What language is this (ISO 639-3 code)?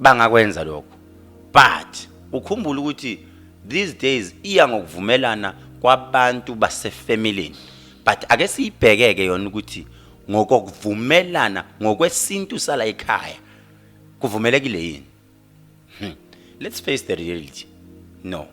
zul